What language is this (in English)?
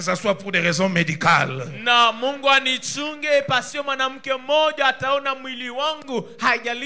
Swahili